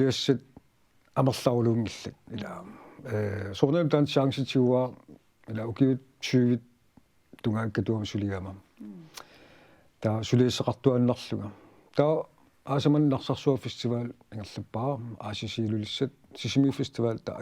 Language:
Kalaallisut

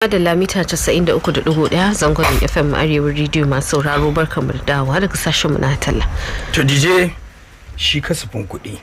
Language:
Hausa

